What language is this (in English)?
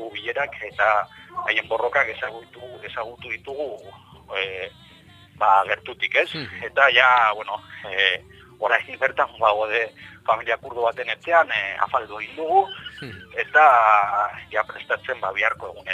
Basque